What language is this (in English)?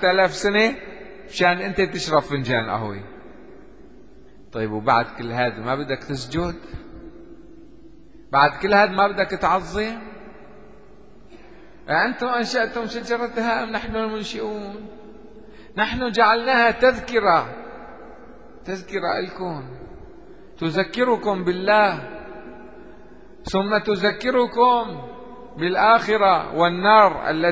Arabic